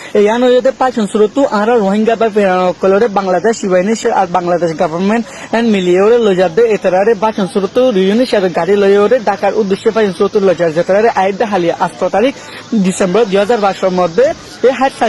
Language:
Rohingya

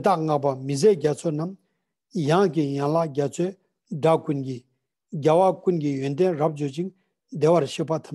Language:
Ladakhi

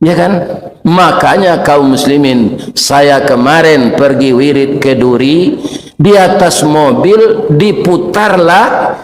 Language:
Minangkabau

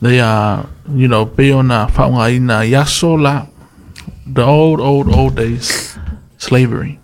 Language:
Samoan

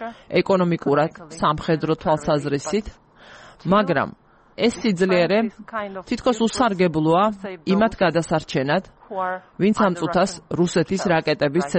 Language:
Georgian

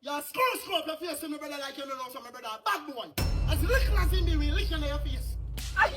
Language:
Jamaican Creole English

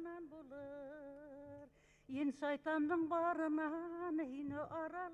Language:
Bashkir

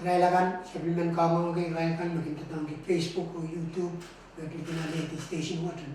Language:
Pohnpeian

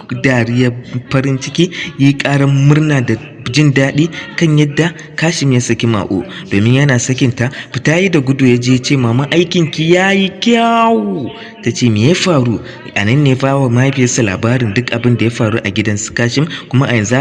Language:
Hausa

